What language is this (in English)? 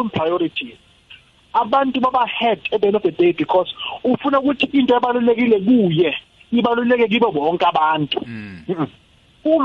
South Ndebele